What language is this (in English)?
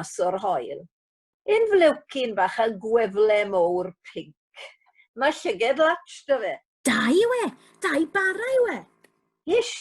Welsh